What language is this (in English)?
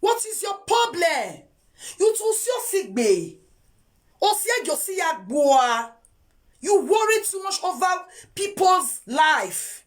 Nigerian Pidgin